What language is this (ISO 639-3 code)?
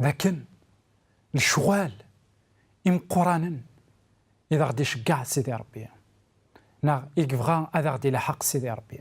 kab